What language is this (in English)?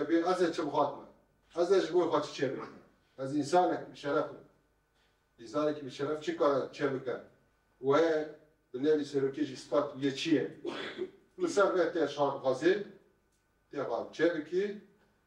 Kurdish